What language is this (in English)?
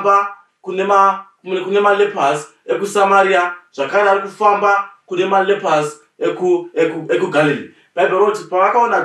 Shona